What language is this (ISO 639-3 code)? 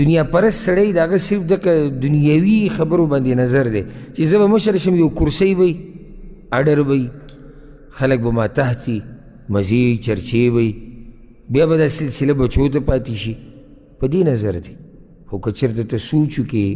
pus